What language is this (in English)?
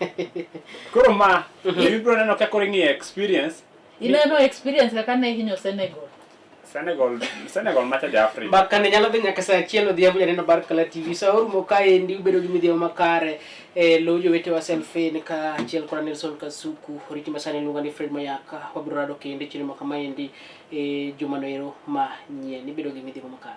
Luo (Kenya and Tanzania)